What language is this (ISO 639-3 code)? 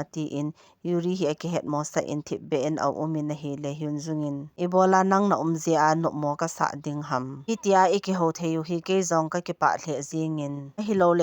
tcz